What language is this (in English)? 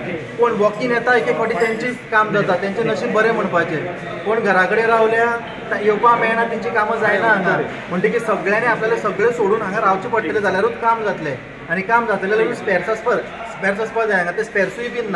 Konkani